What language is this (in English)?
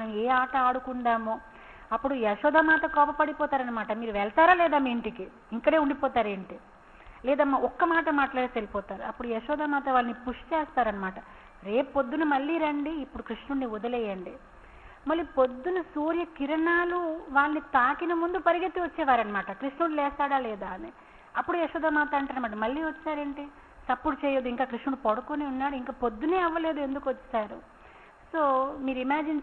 Telugu